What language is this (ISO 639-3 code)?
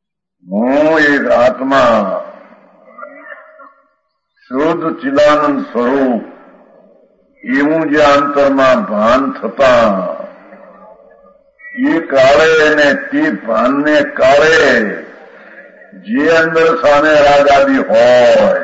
guj